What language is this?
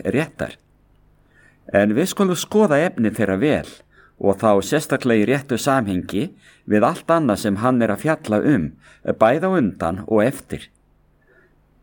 Icelandic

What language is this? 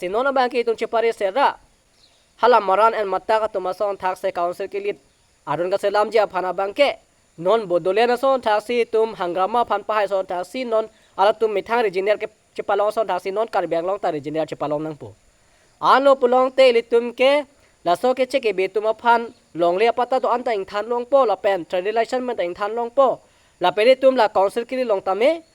Karbi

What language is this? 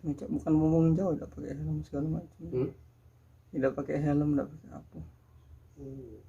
Musi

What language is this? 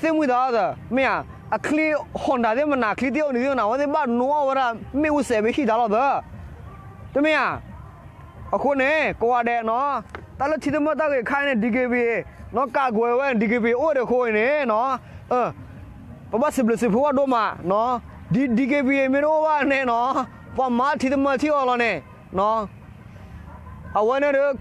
S'gaw Karen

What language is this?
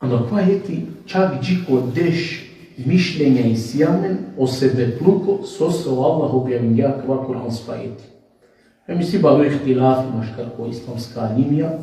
Balkan Romani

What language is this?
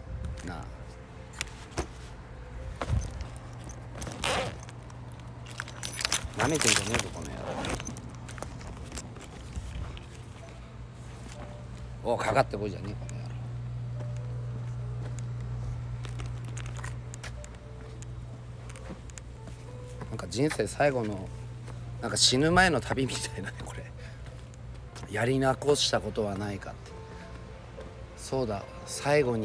Japanese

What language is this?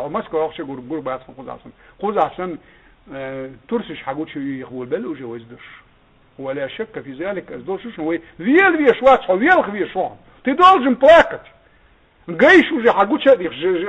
Chechen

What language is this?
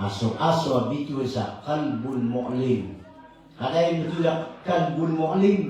Maranao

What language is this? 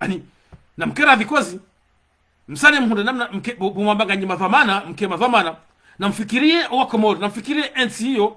Ngazidja Comorian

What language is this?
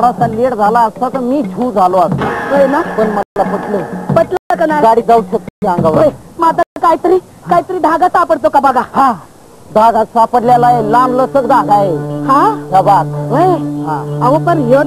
Marathi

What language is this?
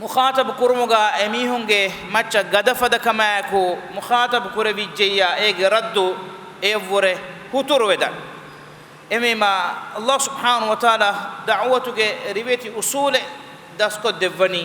Divehi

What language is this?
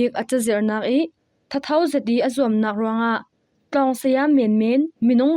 Falam Chin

